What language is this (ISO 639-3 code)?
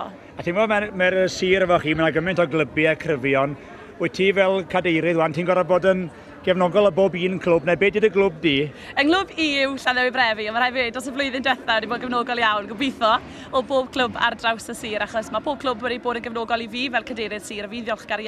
cym